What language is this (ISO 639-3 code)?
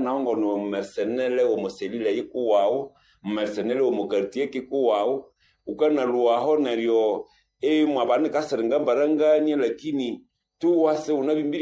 nnb